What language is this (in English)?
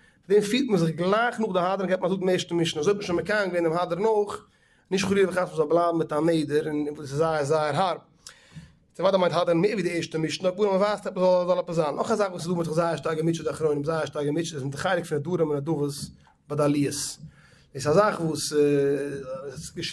Yiddish